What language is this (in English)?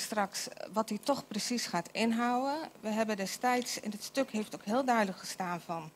Dutch